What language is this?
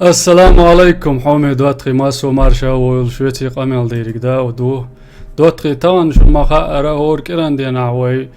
Chechen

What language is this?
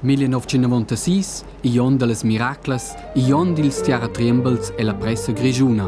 Romansh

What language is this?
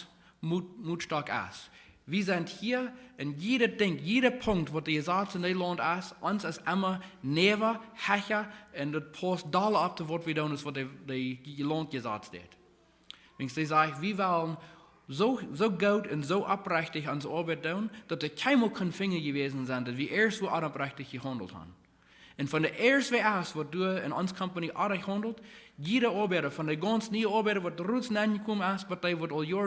Plautdietsch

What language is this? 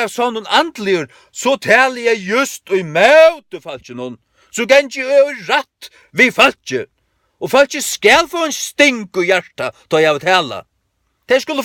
Faroese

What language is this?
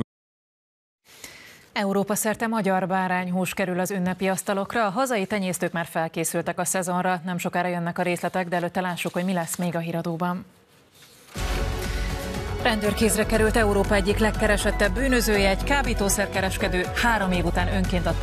Hungarian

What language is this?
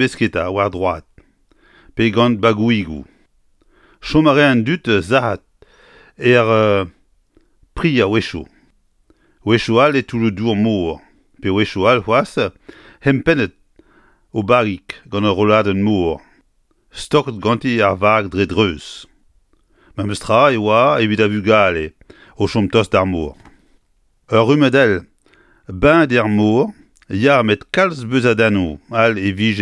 Breton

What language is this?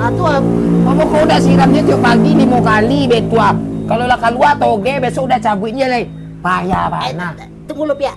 Minangkabau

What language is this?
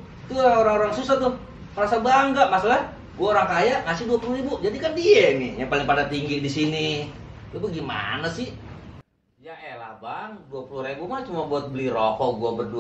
Betawi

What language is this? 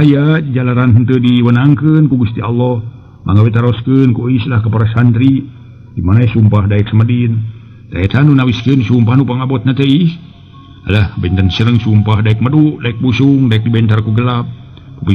Sundanese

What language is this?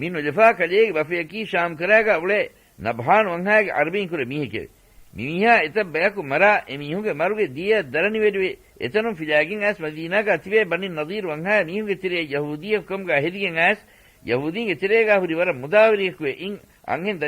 Divehi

